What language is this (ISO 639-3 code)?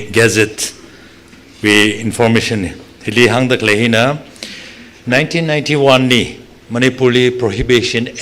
nmf